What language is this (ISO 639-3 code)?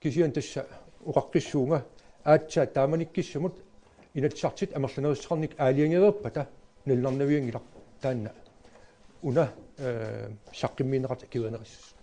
kal